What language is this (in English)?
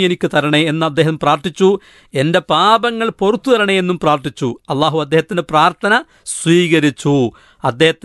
Malayalam